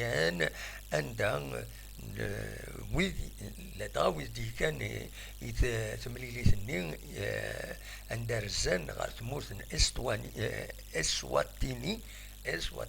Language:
Kabyle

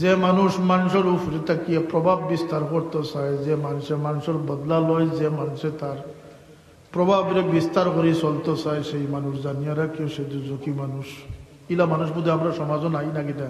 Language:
Sylheti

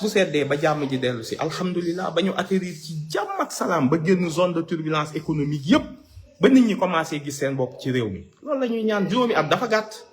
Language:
Wolof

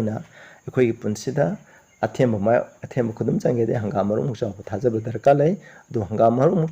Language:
Manipuri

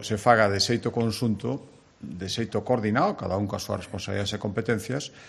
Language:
Galician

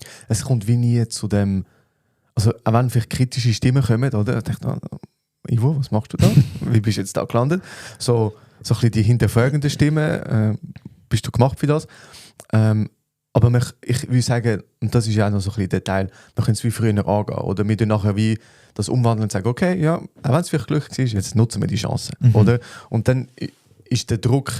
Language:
Swiss German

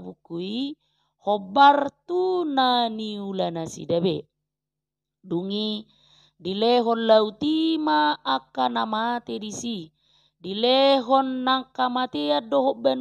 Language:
Batak Toba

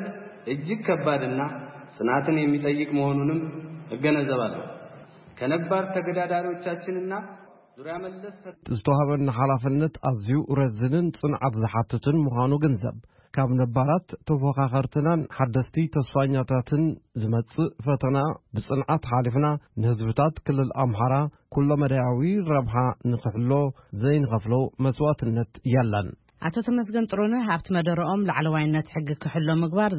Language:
Tigrinya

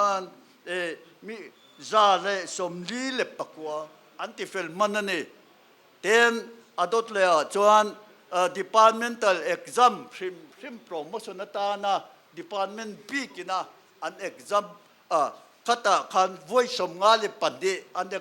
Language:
Mizo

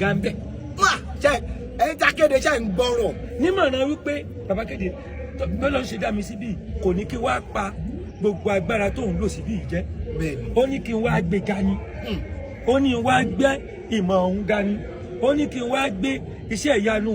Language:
Yoruba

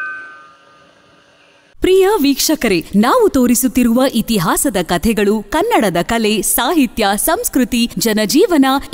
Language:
Kannada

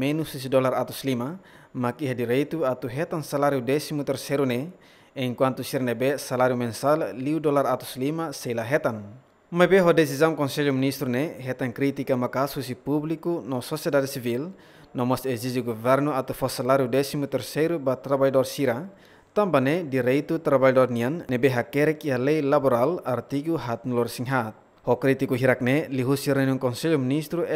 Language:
Tetum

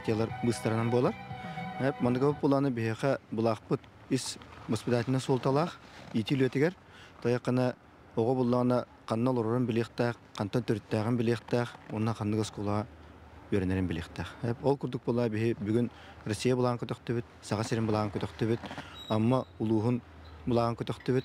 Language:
Yakut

